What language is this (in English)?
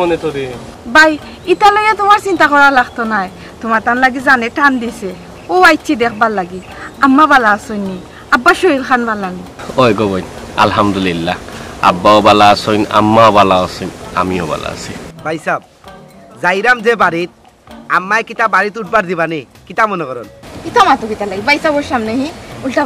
Sylheti